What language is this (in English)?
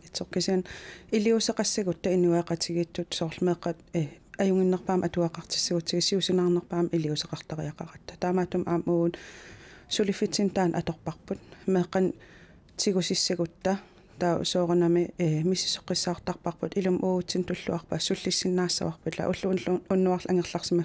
Kalaallisut